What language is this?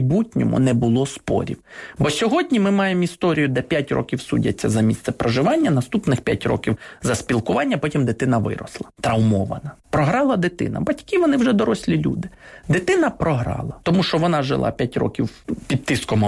Ukrainian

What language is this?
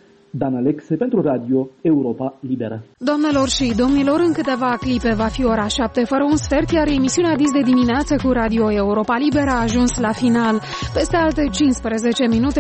Romanian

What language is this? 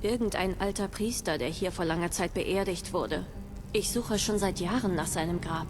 Bavarian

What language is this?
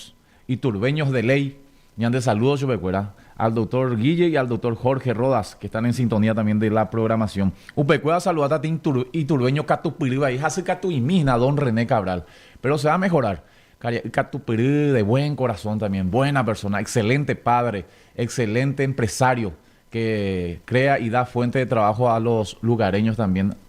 Guarani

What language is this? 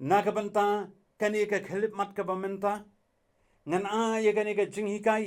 Khasi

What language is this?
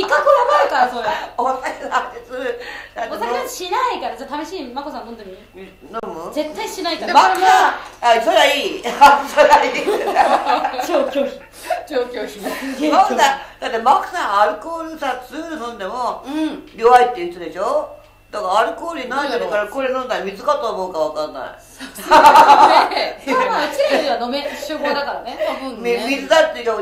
Japanese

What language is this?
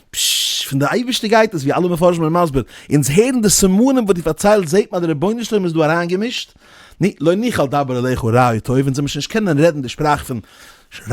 Yiddish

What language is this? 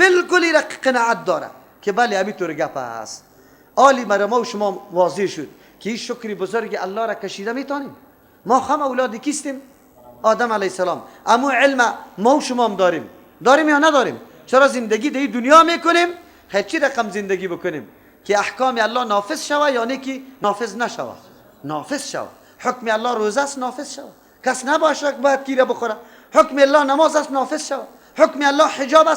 Persian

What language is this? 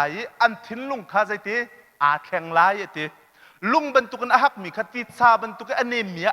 Hakha Chin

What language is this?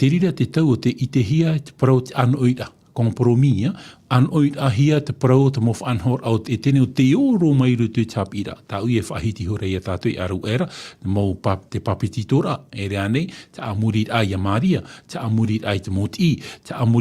Tahitian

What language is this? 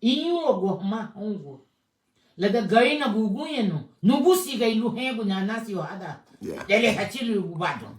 Garifuna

